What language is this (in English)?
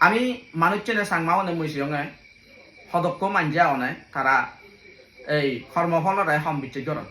Chakma